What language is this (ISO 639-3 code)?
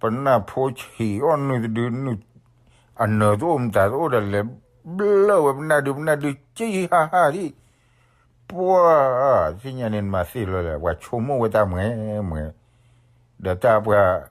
ksw